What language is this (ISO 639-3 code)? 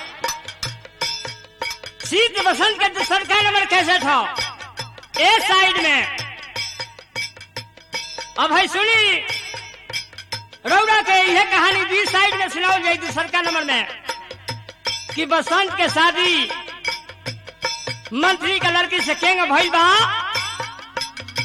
bho